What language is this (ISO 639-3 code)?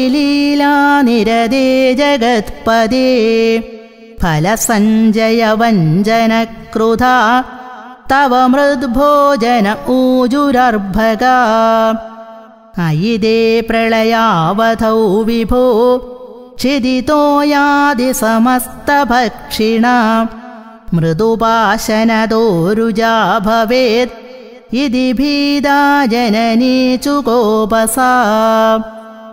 san